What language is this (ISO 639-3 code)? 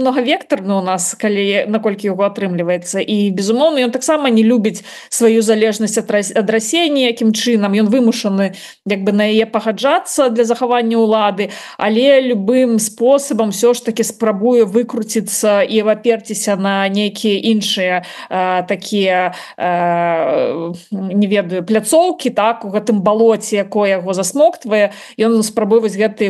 bel